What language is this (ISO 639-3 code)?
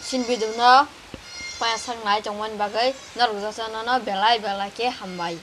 trp